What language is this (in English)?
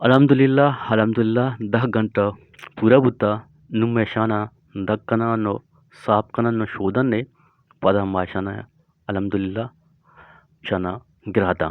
Eastern Balochi